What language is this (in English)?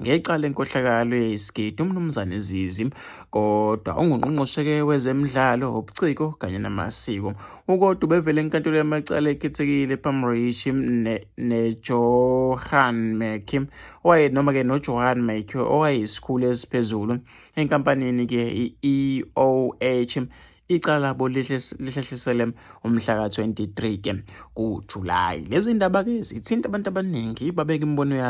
Zulu